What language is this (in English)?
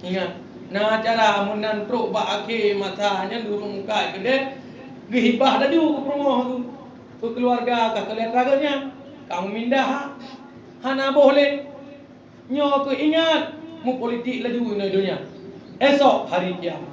Achinese